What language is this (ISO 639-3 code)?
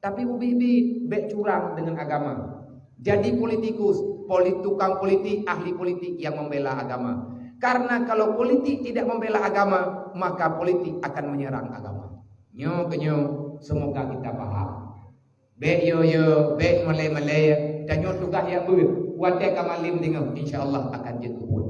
ace